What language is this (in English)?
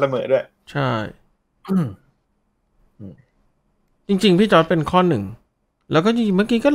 Thai